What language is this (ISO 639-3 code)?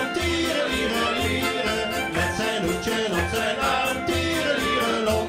nld